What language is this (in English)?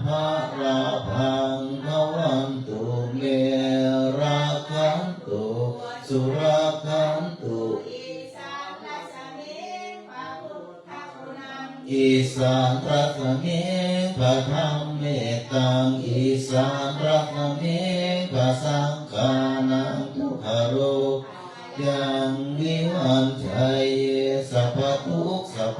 Pali